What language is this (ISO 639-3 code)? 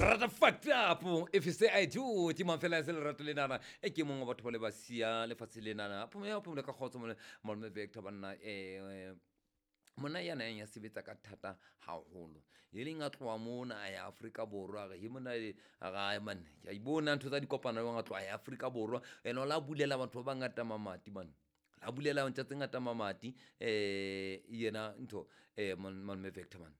sot